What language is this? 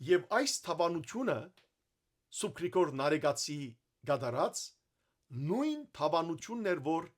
Western Armenian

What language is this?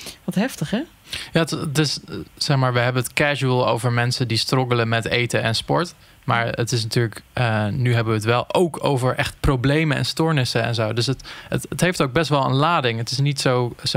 Dutch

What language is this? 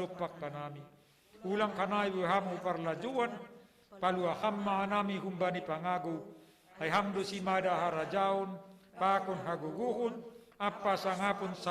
Batak Simalungun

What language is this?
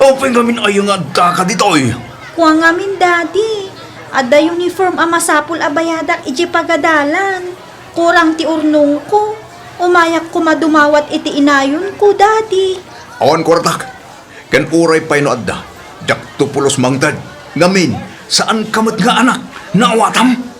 Iloko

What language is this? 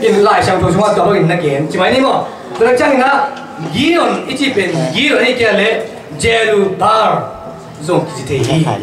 Tedim Chin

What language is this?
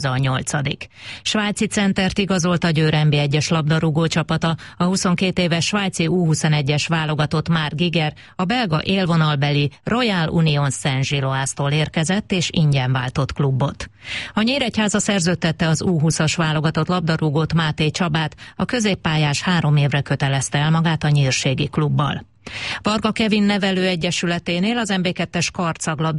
Hungarian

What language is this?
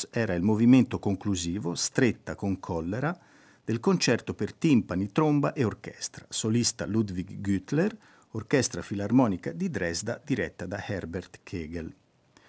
Italian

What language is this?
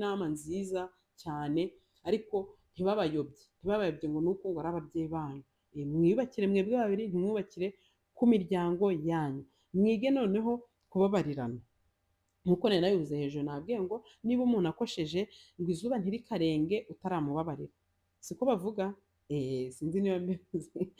Kinyarwanda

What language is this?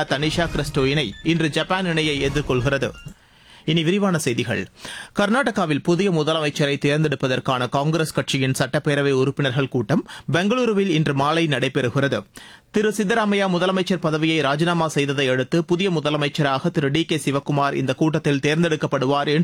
Tamil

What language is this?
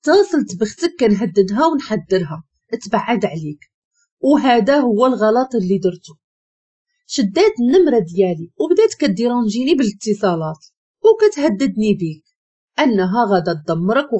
Moroccan Arabic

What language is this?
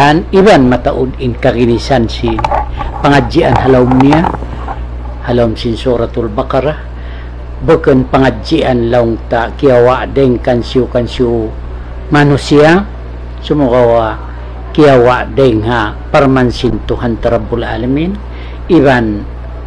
Tausug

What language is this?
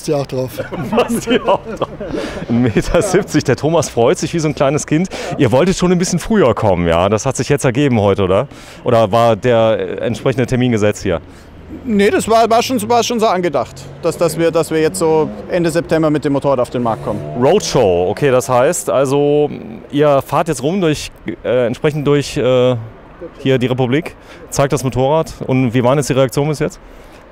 German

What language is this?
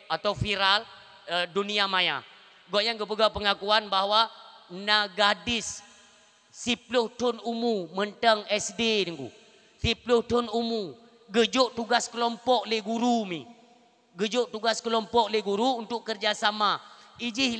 Achinese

